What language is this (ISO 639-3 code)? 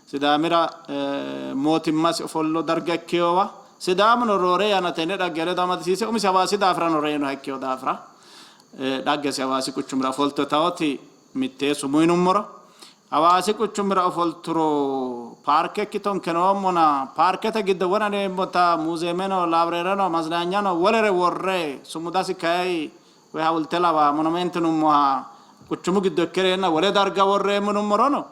sid